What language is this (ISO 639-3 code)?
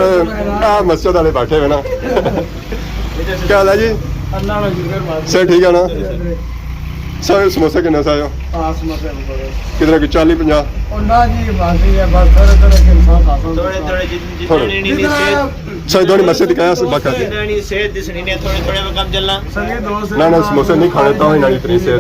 phr